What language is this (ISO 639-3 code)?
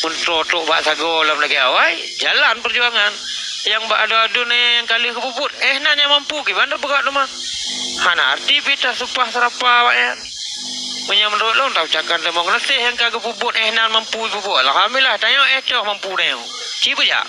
ace